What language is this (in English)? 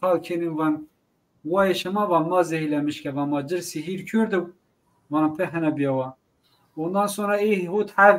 Zaza